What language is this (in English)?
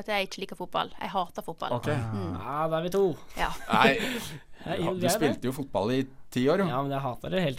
Norwegian